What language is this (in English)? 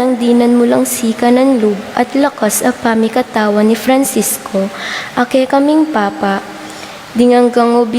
Pampanga